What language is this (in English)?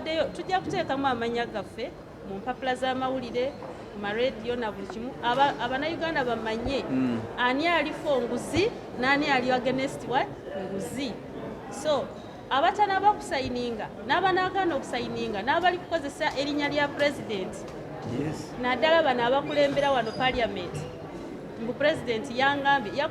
Ganda